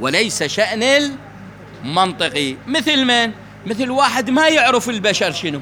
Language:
Mesopotamian Arabic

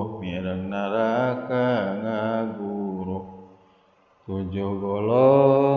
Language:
Sundanese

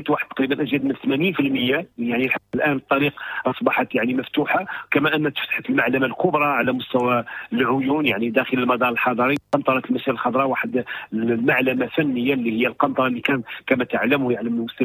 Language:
Moroccan Arabic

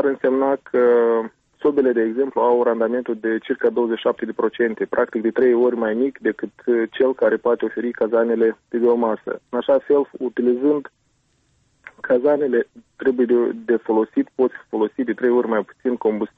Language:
Romanian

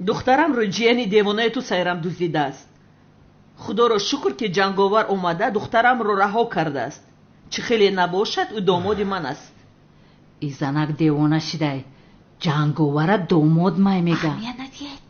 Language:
Tajik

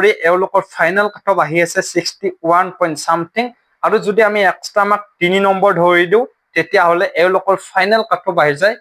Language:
Assamese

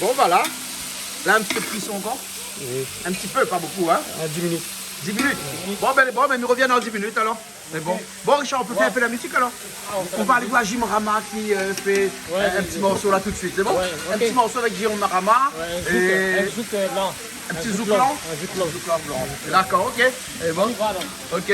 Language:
Réunion Creole French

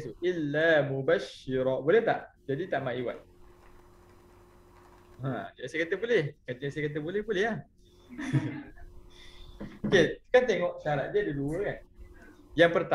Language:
Malay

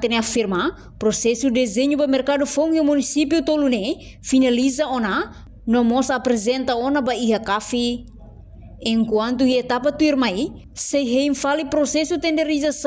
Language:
Tetum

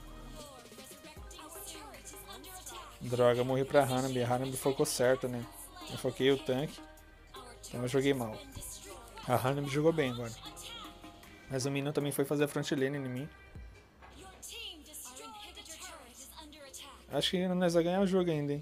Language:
Portuguese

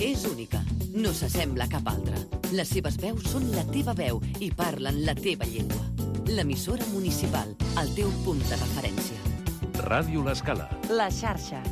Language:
Catalan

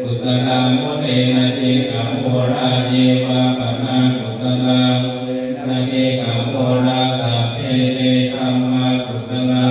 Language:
Pali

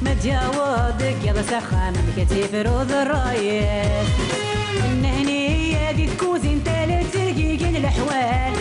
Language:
Kabyle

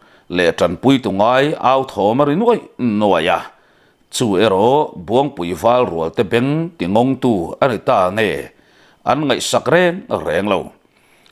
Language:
Mizo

